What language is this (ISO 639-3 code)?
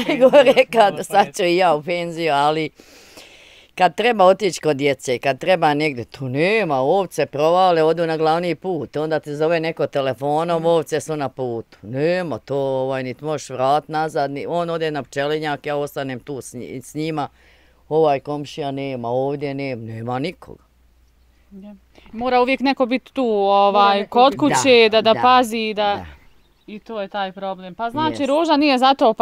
bos